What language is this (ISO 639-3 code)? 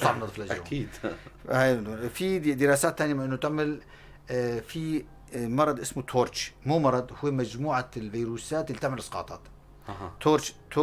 apc